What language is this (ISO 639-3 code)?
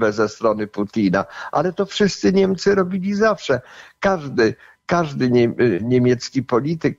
pol